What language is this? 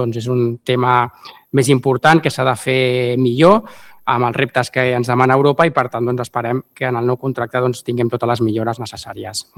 Catalan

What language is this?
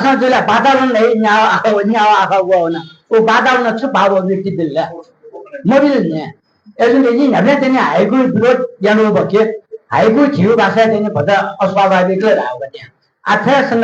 Newari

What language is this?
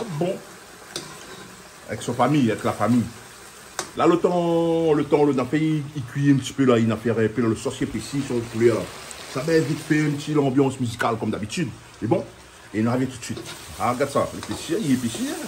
Réunion Creole French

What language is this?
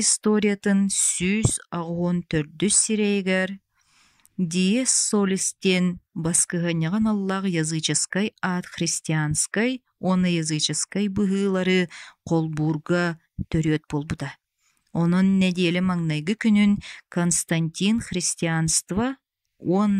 Yakut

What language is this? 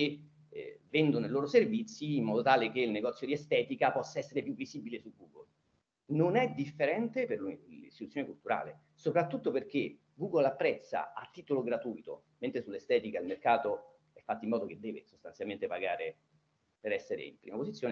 Italian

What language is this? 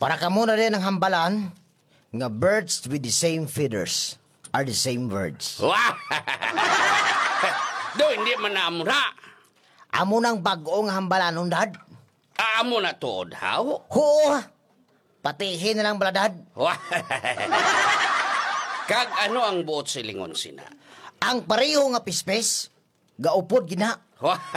Hiligaynon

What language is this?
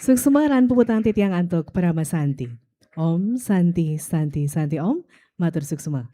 Balinese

